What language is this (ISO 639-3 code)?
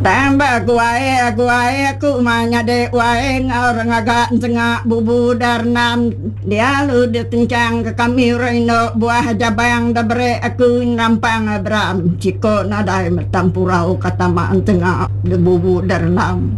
iba